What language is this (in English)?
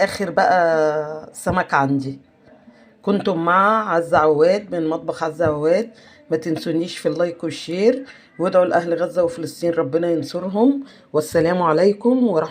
Egyptian Arabic